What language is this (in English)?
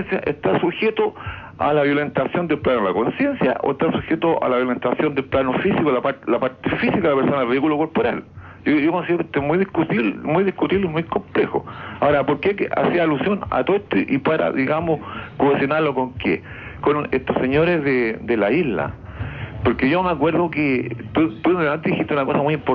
Spanish